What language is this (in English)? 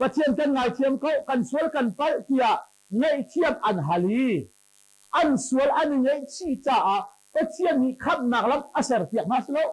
Hakha Chin